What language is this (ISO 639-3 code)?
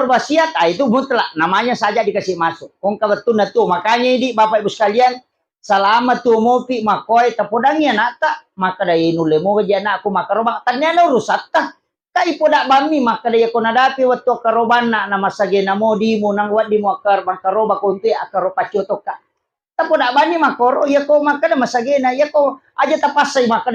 bug